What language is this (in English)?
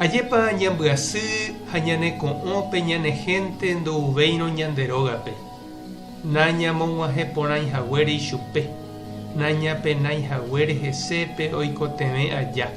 Guarani